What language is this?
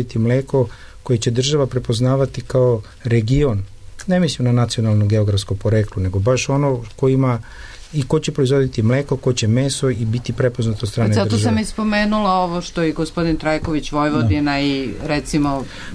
Serbian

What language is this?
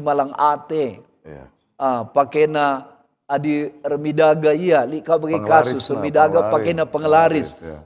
Batak Karo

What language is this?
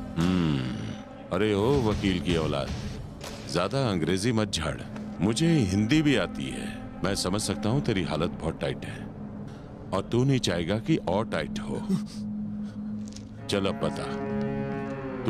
Hindi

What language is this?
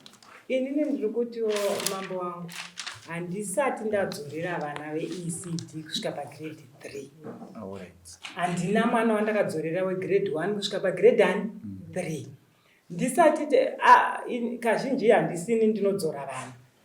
Shona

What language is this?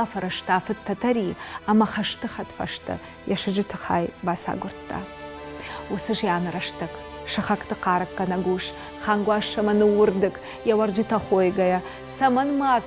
Ossetic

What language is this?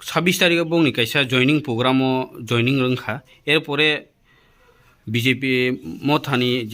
Kok Borok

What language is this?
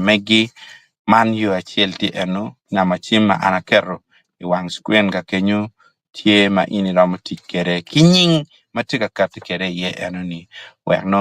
Acoli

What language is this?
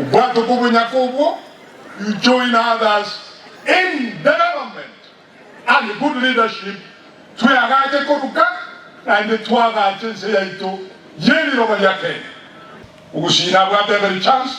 Gusii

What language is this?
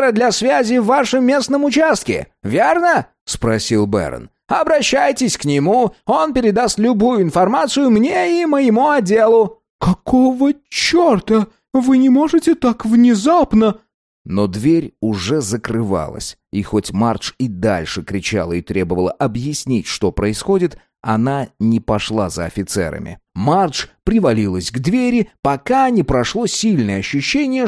Russian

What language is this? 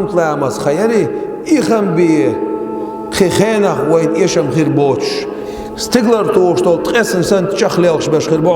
Chechen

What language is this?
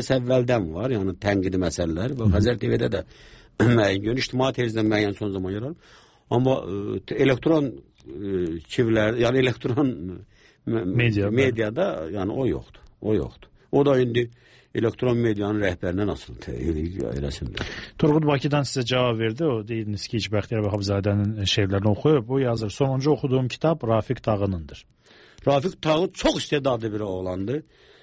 Azerbaijani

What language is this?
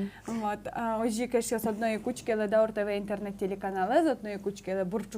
Udmurt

